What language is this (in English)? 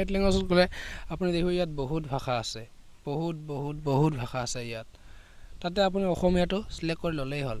Assamese